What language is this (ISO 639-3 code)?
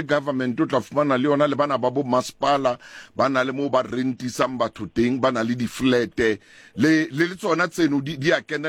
sot